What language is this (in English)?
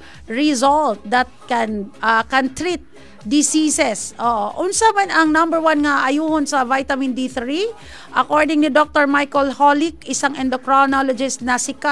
Cebuano